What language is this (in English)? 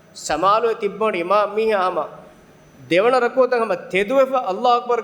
Divehi